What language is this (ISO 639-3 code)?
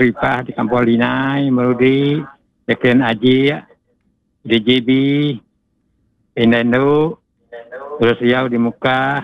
iba